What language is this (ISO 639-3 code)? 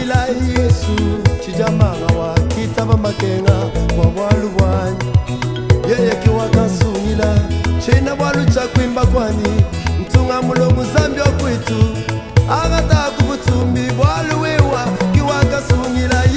lua